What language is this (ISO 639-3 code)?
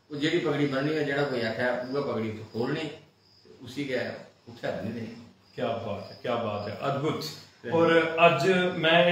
doi